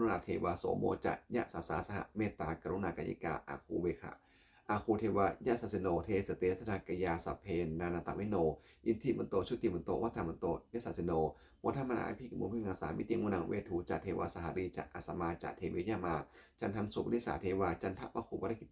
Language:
Pali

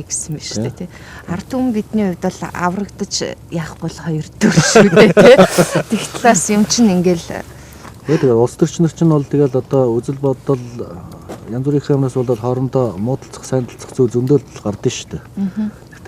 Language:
Mongolian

